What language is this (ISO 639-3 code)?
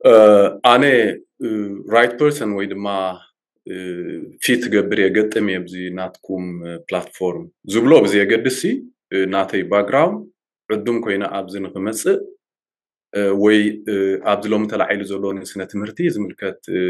tir